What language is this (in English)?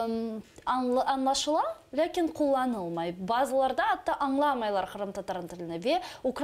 Crimean Tatar